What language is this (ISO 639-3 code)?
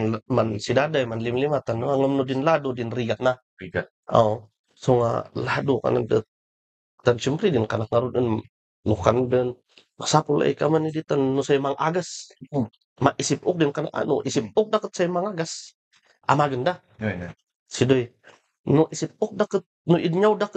kne